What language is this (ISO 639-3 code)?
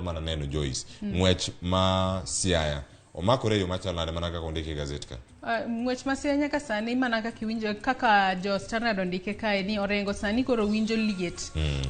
luo